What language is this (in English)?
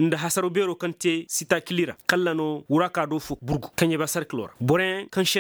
Zarma